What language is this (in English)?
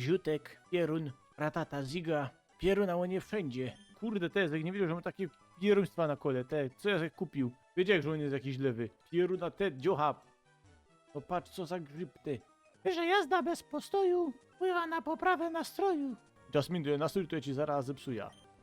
Silesian